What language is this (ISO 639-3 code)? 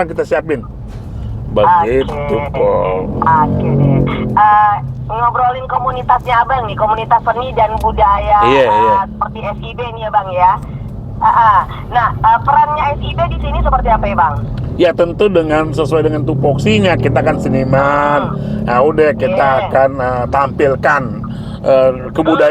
bew